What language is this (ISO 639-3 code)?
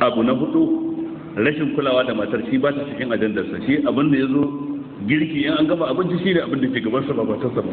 hau